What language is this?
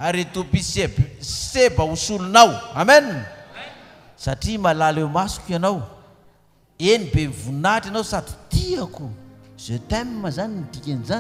Malagasy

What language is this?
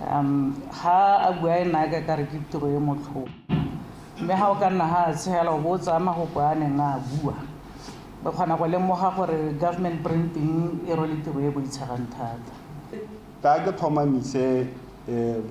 Tswana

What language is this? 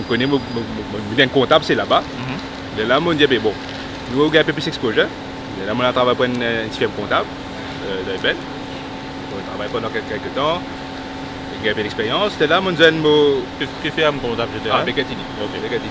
Morisyen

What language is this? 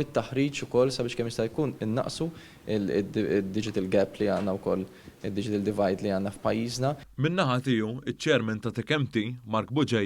Maltese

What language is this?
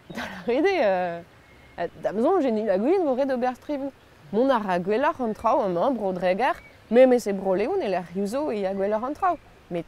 Breton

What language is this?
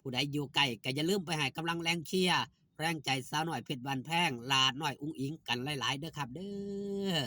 Northeastern Thai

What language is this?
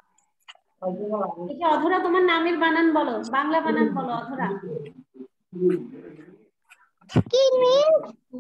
Bangla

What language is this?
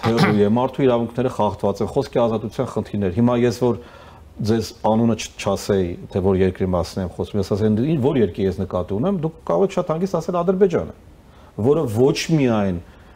Armenian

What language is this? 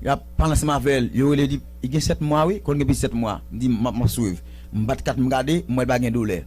Haitian Creole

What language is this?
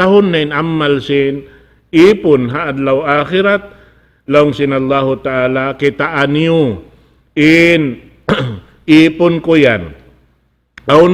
Tausug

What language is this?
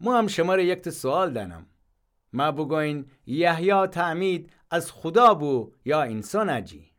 Gilaki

